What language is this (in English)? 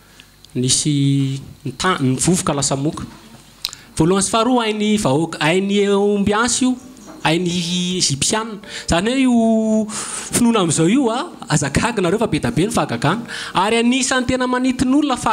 Malagasy